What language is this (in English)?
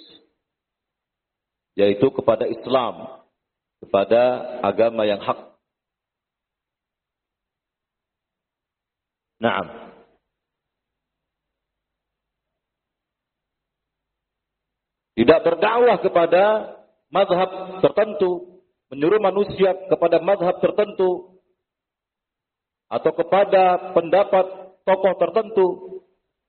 Indonesian